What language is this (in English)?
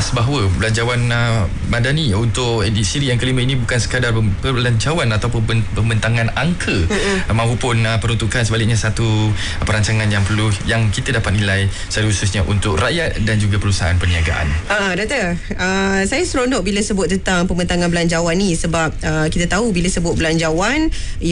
Malay